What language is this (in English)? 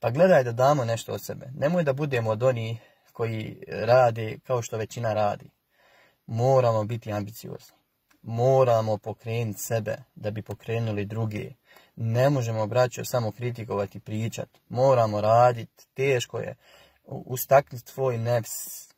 Bosnian